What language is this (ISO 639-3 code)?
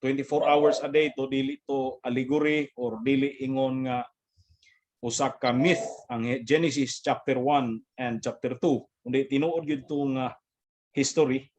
ceb